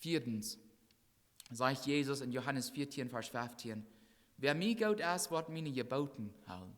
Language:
Plautdietsch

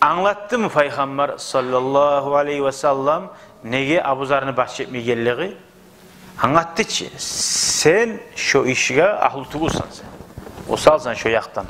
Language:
Kumyk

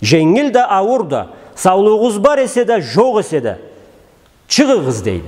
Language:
Karachay-Balkar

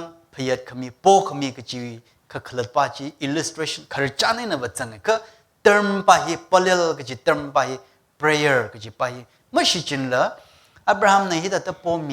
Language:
Tangkhul Naga (India)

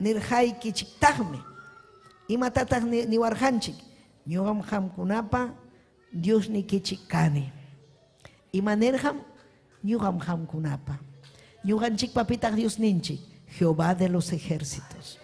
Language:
Ayacucho Quechua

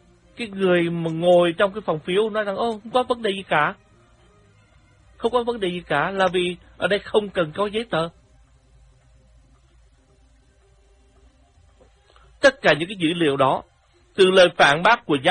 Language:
Vietnamese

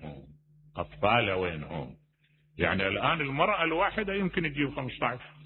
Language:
Mesopotamian Arabic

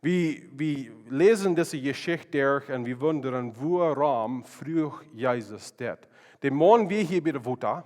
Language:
Plautdietsch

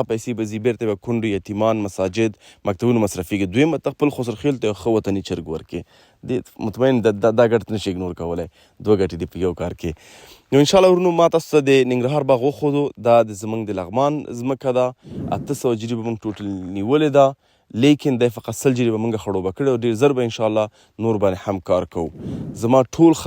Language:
Pashto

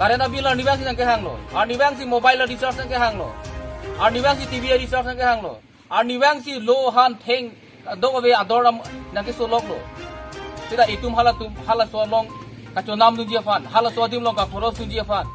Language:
Karbi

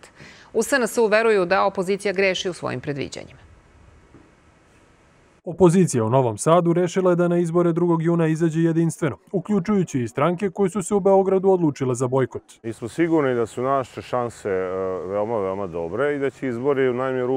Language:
Serbian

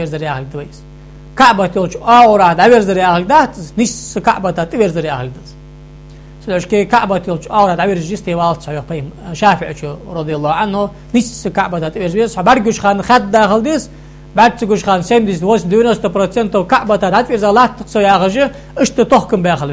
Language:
Ingush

